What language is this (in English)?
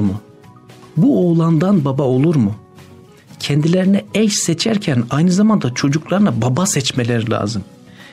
Turkish